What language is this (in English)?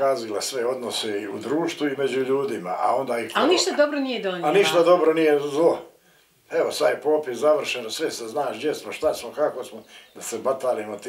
Bosnian